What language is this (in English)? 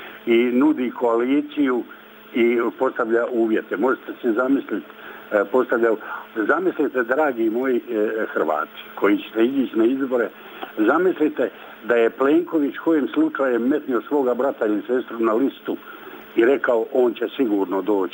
Croatian